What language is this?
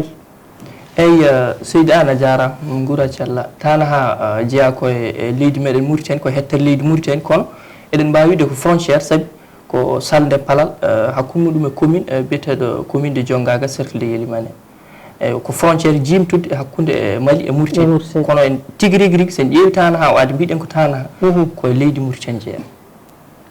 Fula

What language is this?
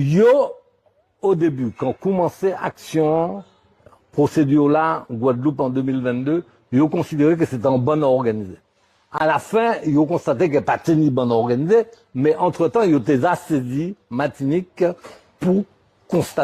Guadeloupean Creole French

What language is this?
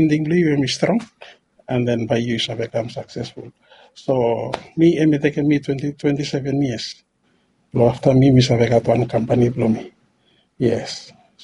Bislama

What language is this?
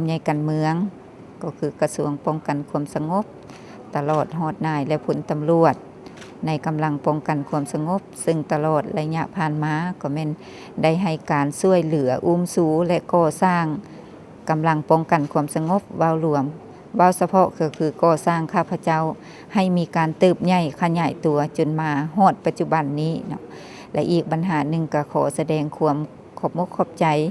Lao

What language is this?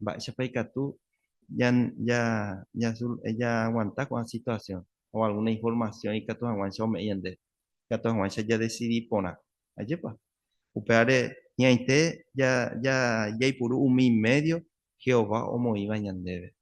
Guarani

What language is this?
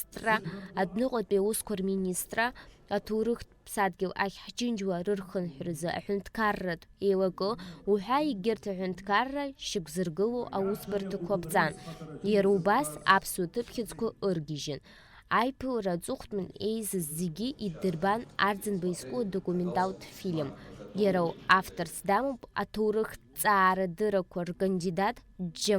Abkhazian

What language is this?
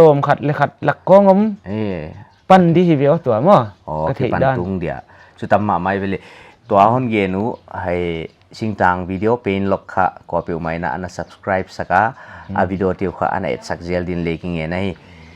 Paite Chin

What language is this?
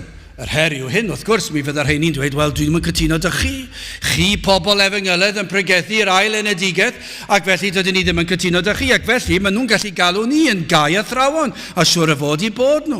Welsh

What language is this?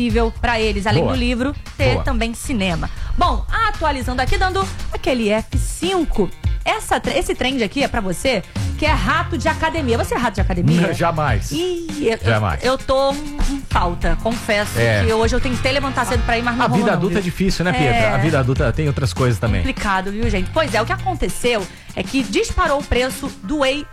Portuguese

